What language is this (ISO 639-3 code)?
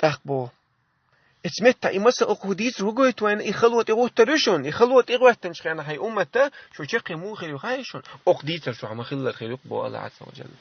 che